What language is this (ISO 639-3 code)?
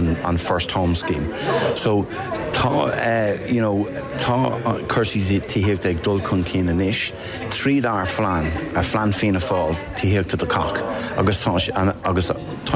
gle